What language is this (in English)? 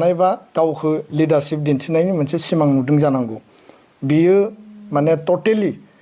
Bodo